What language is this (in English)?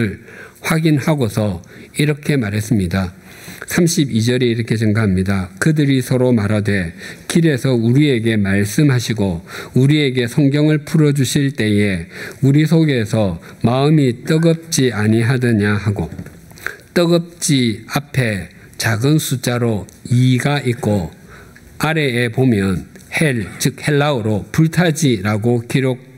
Korean